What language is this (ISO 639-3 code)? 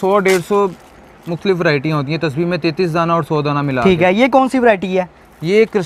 hin